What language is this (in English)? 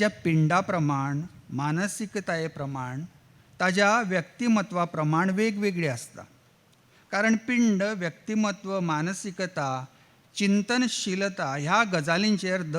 Konkani